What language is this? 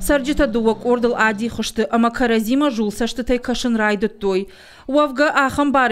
Ossetic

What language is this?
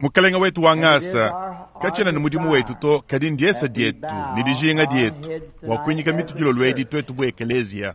Luba-Lulua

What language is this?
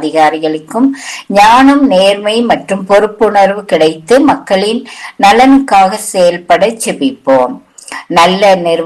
Tamil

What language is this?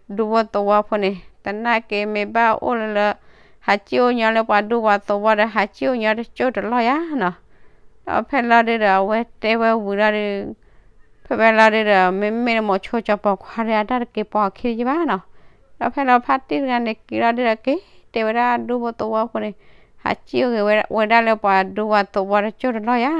S'gaw Karen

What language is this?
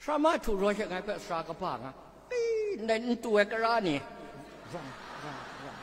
Kachin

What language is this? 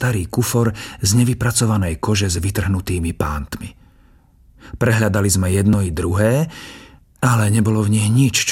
Slovak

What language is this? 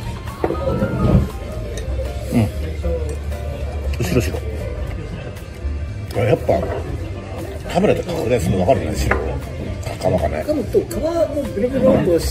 Japanese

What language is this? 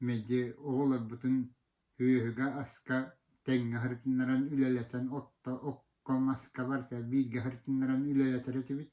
Yakut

